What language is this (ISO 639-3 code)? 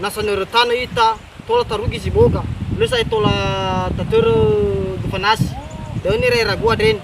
nia